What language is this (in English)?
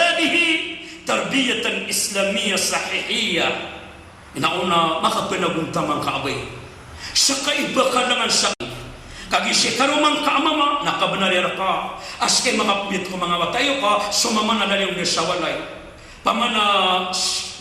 Maranao